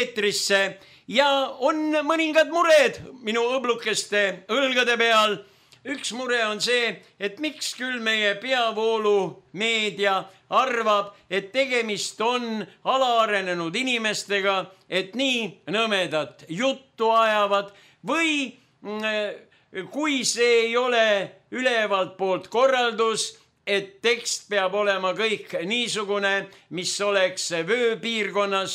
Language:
Estonian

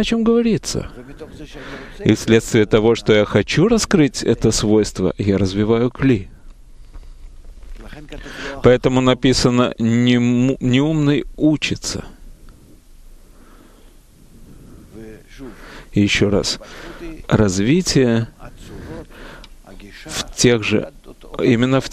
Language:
Russian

